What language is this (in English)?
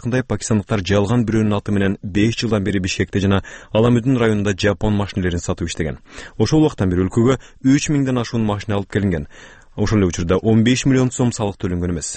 Kyrgyz